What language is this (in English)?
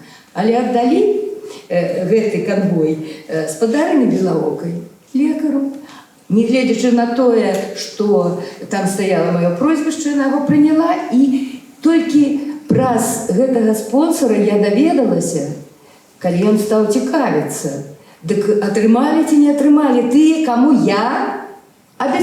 Belarusian